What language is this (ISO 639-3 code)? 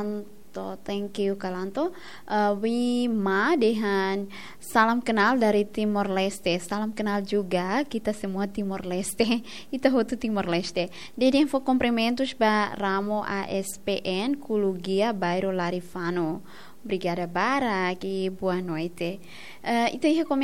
tet